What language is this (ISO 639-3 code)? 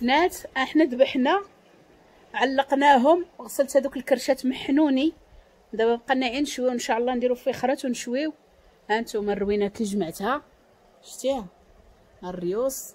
ary